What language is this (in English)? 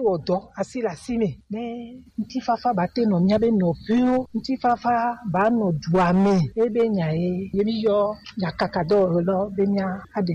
Gen